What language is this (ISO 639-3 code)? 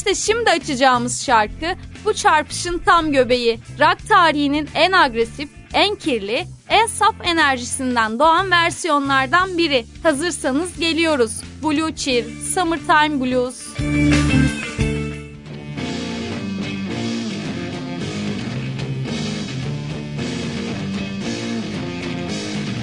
tur